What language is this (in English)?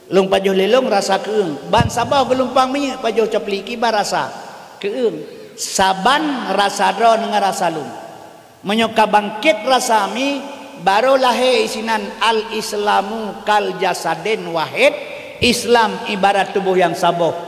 Achinese